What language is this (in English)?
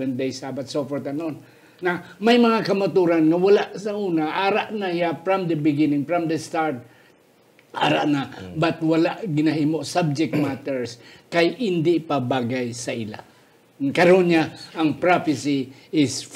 Hiligaynon